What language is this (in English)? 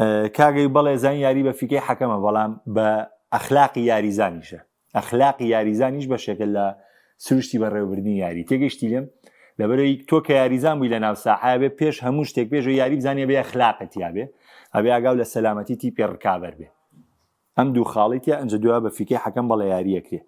Central Kurdish